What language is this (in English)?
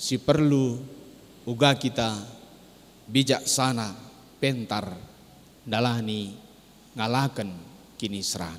Batak Karo